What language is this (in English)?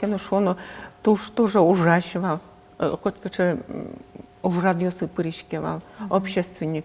Udmurt